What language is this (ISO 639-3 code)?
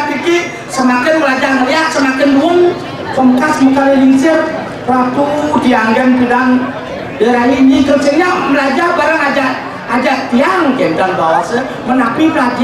ban